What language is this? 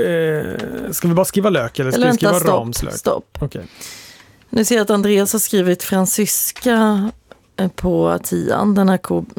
Swedish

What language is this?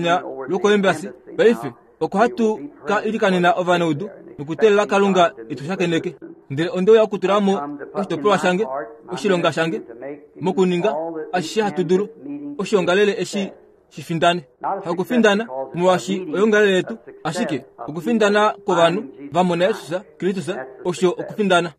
Kuanyama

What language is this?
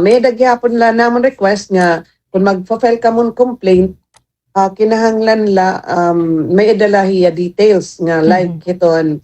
Waray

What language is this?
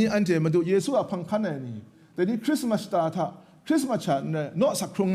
Kachin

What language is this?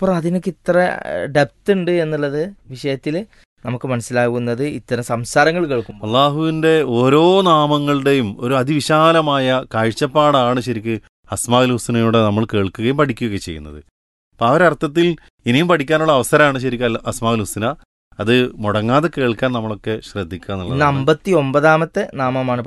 Malayalam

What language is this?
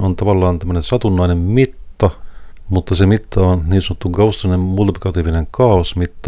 Finnish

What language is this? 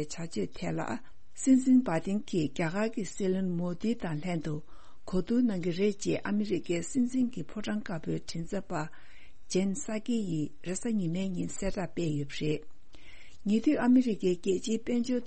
Tibetan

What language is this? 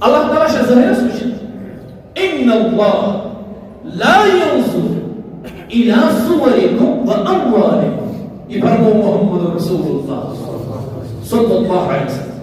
Kashmiri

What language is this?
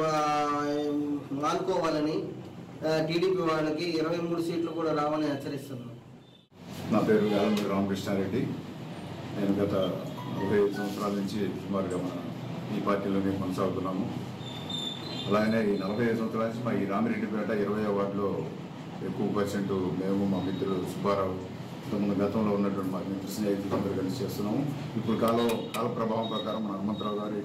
Telugu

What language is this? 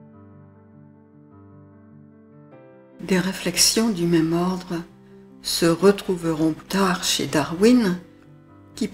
French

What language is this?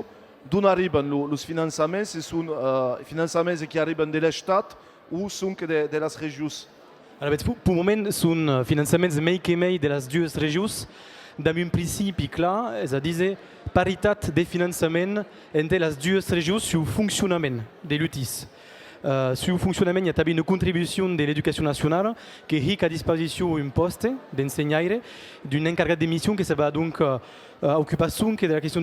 Occitan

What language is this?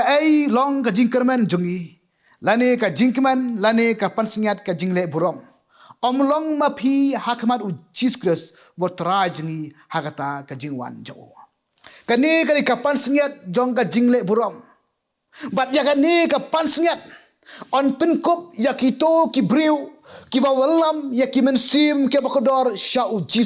Khasi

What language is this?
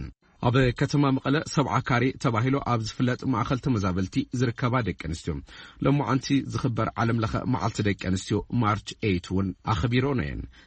Tigrinya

